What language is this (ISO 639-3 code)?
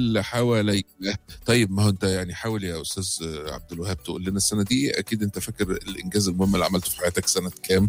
arz